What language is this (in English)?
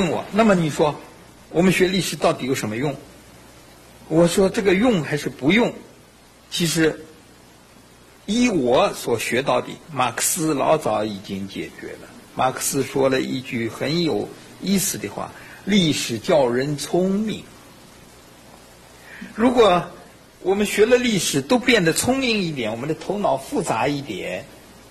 Chinese